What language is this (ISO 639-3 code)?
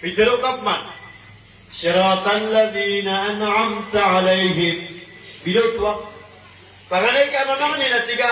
mrw